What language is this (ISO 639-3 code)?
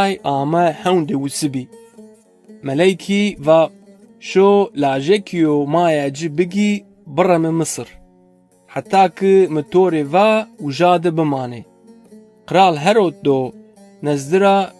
zza